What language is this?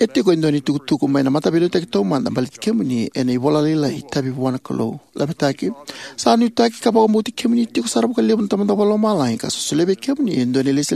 Fijian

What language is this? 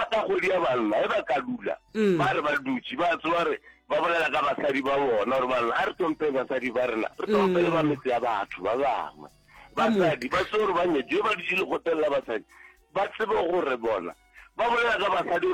Northern Sotho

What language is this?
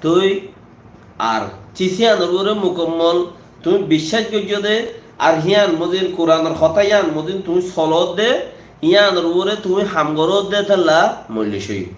Rohingya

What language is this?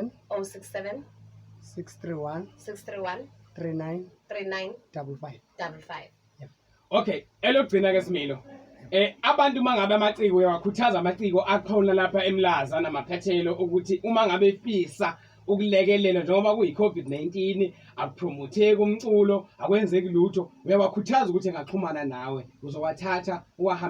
Zulu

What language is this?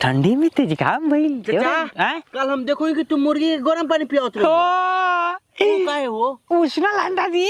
Magahi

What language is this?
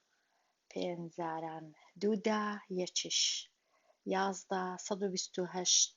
Central Kurdish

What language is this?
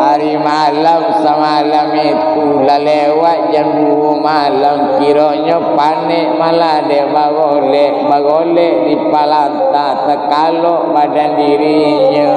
Minangkabau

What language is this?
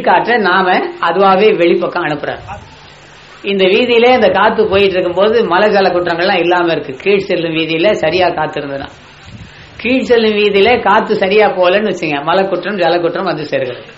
Tamil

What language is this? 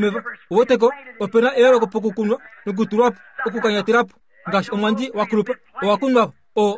Kuanyama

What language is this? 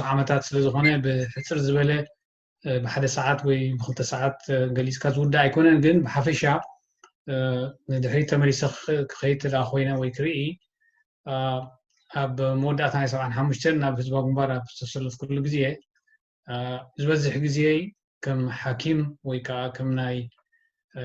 Tigrinya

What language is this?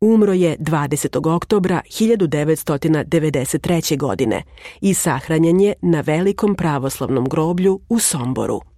Serbian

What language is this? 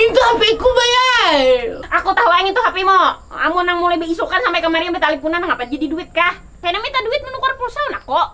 Banjar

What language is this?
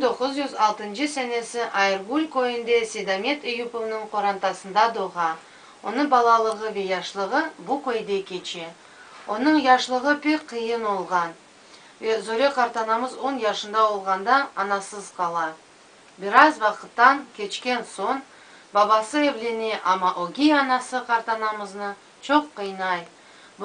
Crimean Tatar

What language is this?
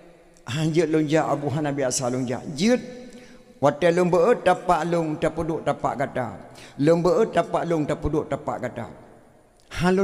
Achinese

